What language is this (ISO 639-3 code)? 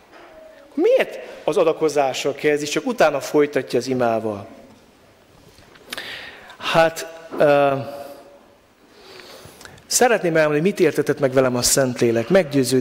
hun